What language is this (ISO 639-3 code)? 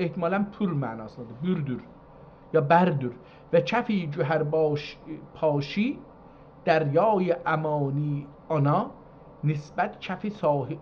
azb